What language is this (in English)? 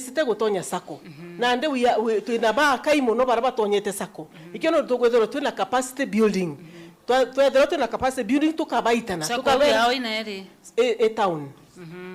Meru